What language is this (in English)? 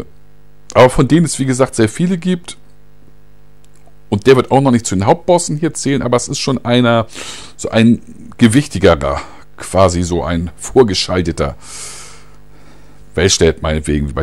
German